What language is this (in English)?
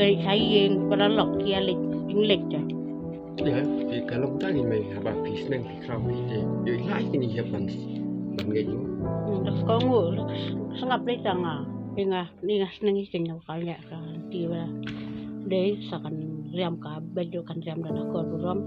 Khasi